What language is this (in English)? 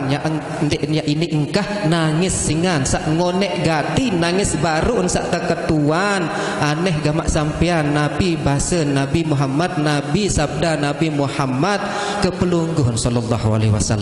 Sasak